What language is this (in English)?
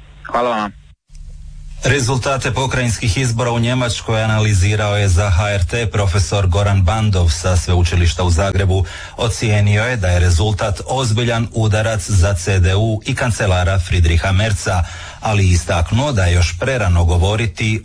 Croatian